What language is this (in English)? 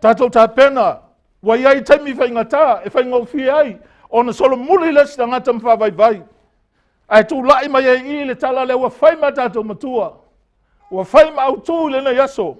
Samoan